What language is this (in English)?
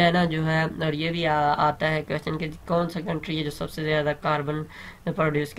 Urdu